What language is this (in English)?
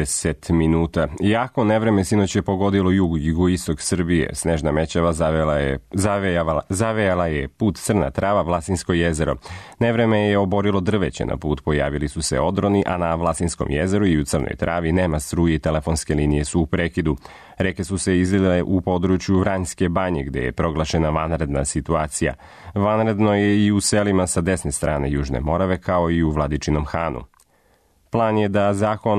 Serbian